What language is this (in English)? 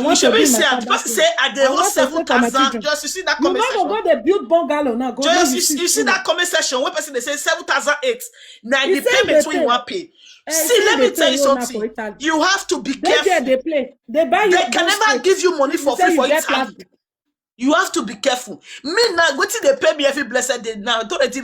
Nigerian Pidgin